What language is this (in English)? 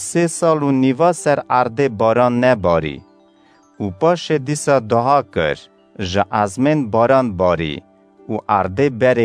Kurdish